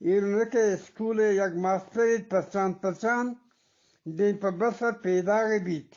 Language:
Eastern Balochi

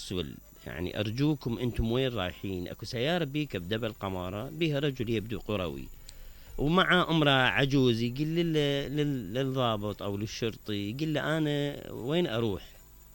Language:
Mesopotamian Arabic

